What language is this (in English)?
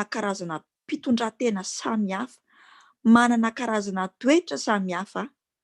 Malagasy